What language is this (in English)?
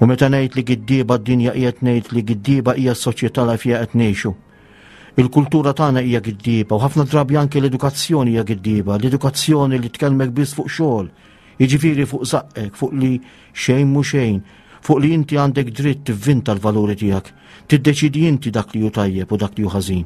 Maltese